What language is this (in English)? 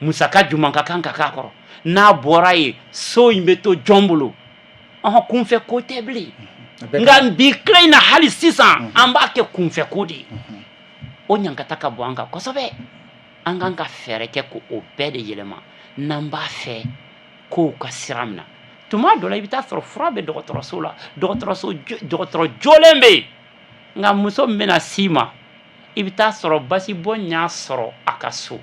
Bambara